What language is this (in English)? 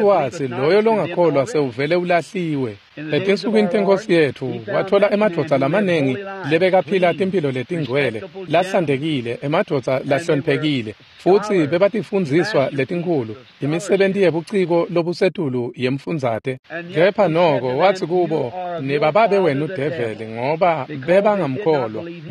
Swati